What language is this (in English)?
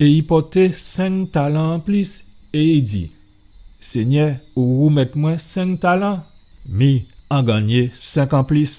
Guadeloupean Creole French